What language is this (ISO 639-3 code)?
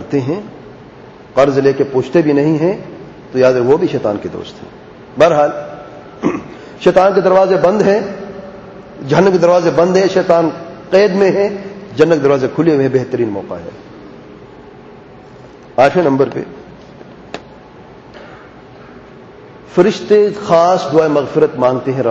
urd